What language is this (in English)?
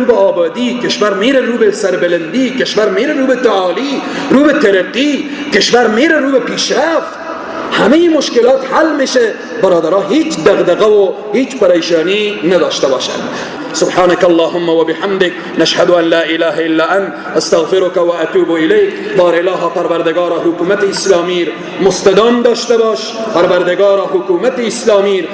Persian